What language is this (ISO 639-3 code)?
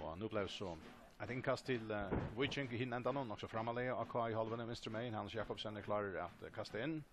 fao